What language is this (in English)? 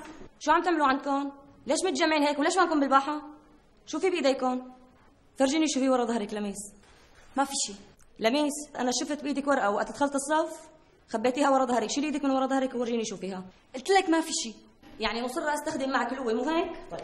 North Levantine Arabic